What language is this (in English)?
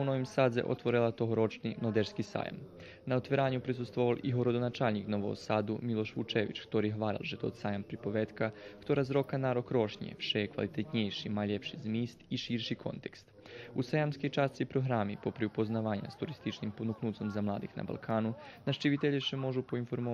Rusyn